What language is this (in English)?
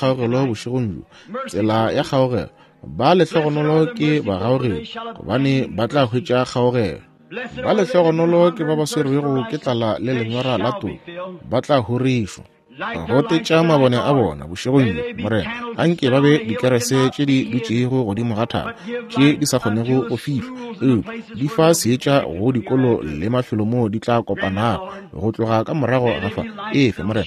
Northern Sotho